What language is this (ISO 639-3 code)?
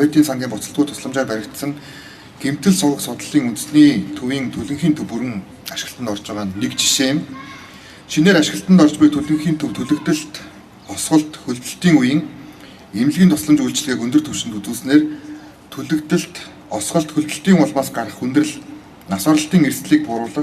mon